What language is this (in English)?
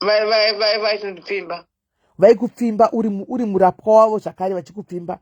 Shona